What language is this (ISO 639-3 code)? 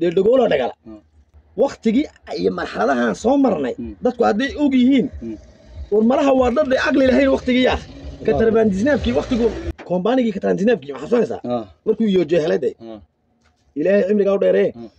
som